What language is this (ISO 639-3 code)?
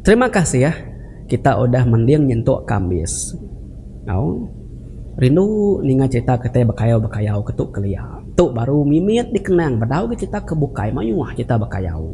iba